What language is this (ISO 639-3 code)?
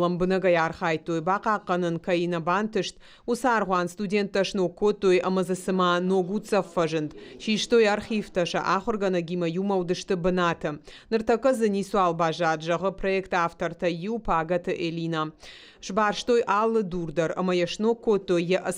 oss